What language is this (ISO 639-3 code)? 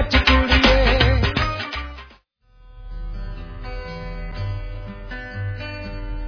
pan